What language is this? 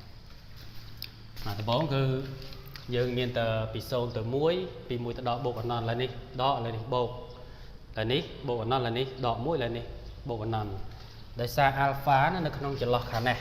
Khmer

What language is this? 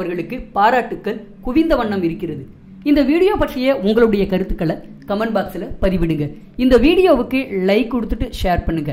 Tamil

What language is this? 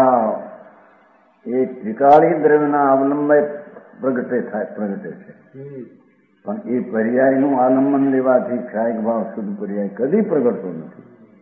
Gujarati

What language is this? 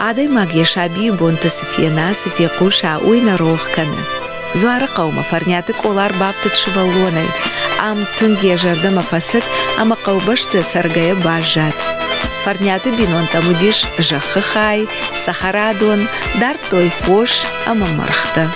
Ossetic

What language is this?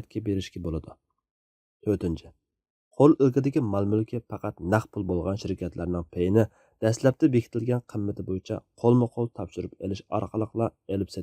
Uyghur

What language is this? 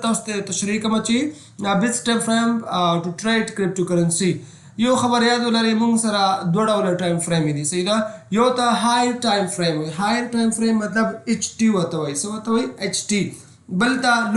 Pashto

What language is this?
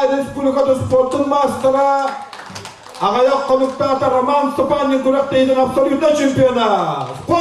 Yakut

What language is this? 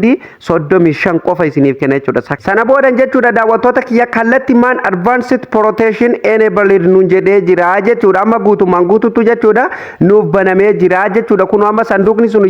Oromo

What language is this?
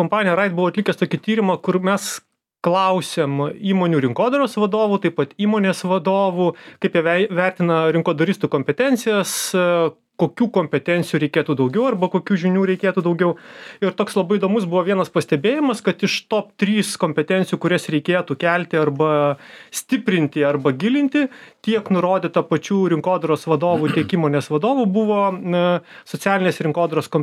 Lithuanian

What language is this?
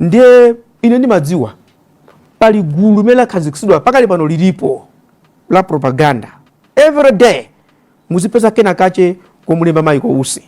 Nyanja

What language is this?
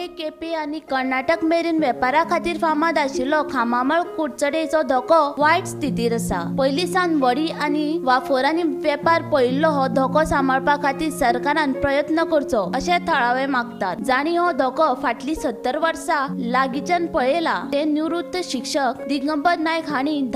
Konkani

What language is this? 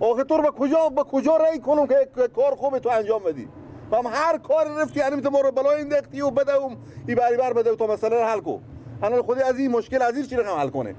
Persian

